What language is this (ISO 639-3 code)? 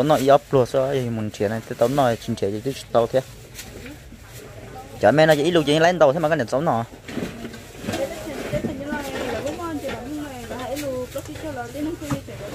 vie